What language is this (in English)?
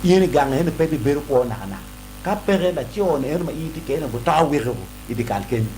Acoli